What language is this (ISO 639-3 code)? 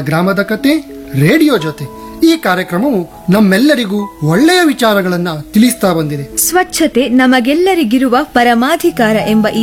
kan